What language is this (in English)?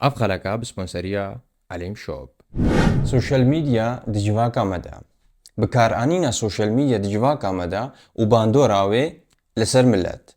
Kurdish